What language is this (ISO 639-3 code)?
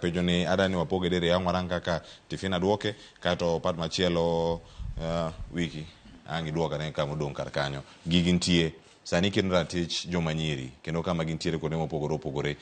luo